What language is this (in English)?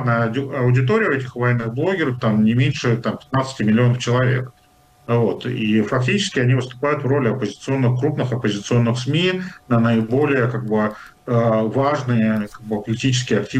Russian